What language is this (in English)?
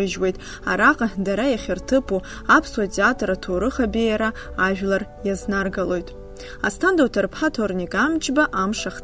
Abkhazian